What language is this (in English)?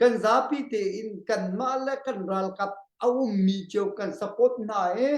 Hakha Chin